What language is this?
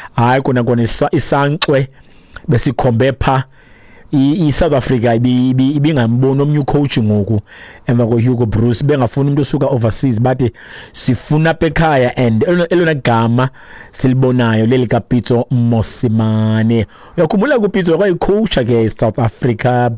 Xhosa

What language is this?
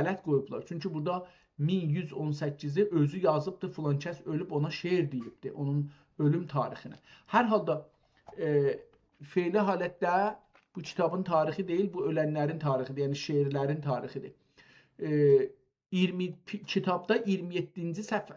South Azerbaijani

